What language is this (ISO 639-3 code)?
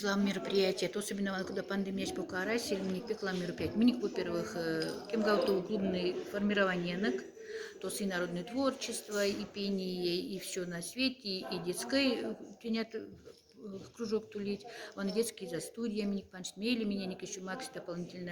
mdf